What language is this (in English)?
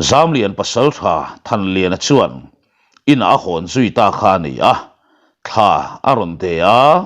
Mizo